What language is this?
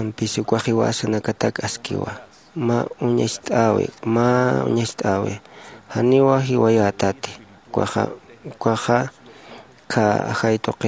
Aymara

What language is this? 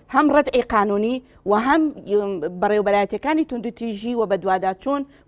Central Kurdish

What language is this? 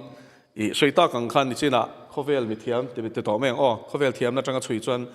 Mizo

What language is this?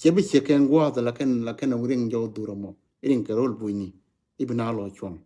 Nuer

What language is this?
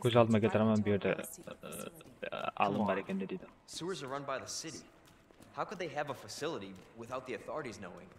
Kara-Kalpak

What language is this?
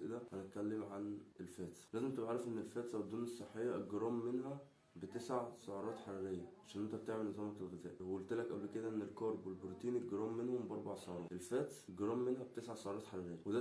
Egyptian Arabic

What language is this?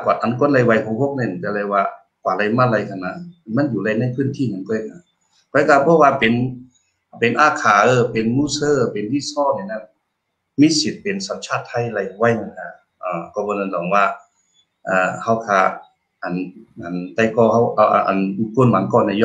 Shan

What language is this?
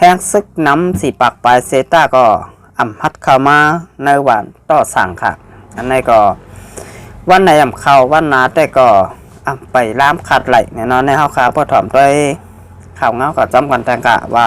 Shan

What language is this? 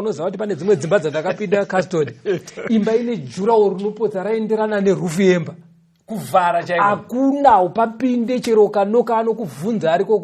Shona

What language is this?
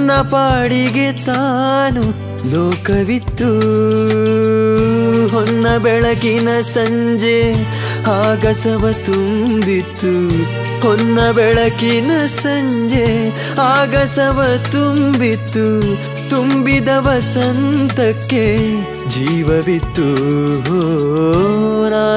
Kannada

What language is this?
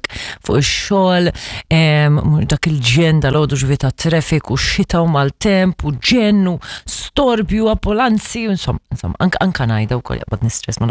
Maltese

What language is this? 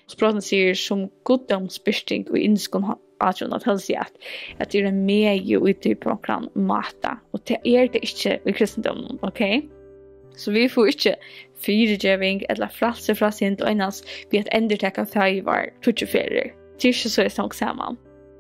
Faroese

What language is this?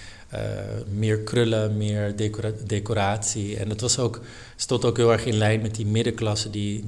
Dutch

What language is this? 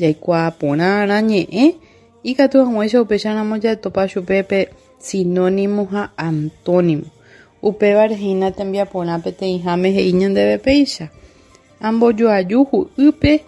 Guarani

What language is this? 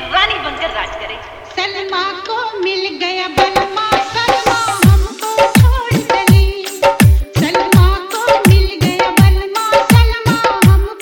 Hindi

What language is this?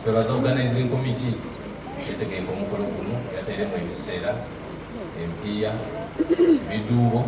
Soga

